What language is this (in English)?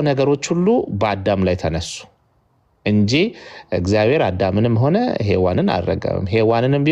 Amharic